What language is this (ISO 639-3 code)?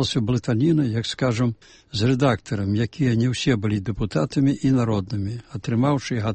bel